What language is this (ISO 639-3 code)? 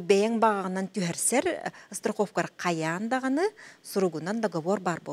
sah